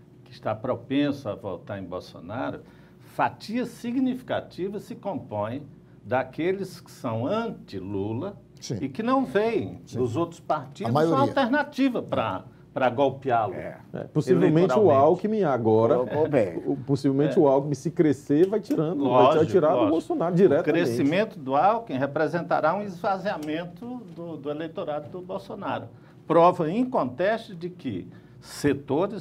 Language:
Portuguese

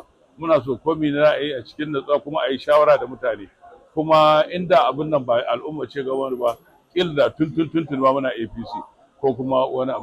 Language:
Hausa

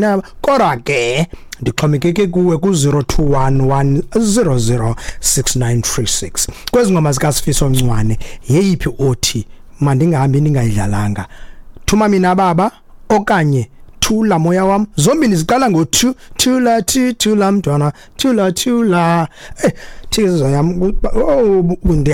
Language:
Xhosa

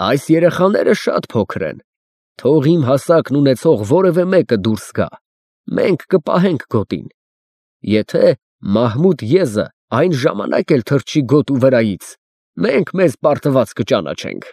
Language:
Armenian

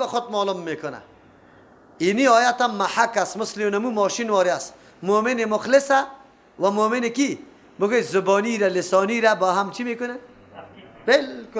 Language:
Persian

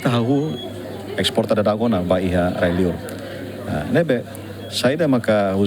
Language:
Tetum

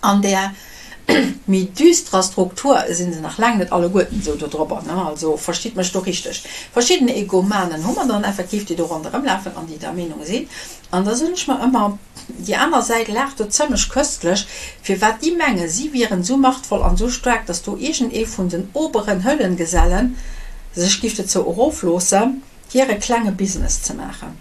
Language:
Luxembourgish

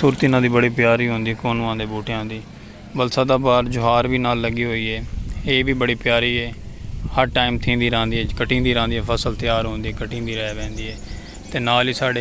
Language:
Saraiki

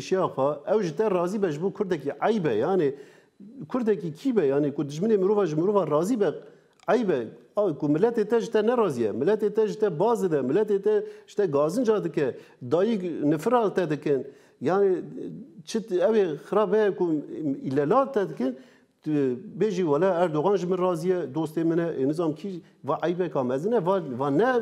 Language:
Kurdish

